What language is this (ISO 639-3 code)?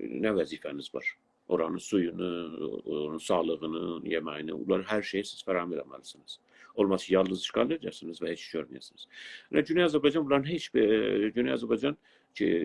azb